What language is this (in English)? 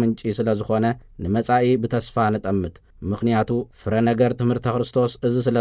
Tigrinya